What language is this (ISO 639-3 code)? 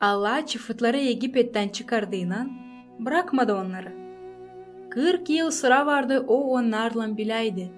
gag